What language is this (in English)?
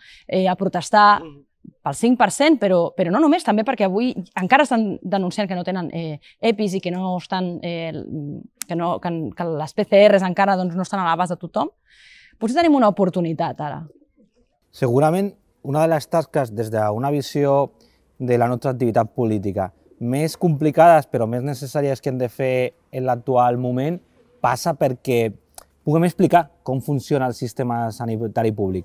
Catalan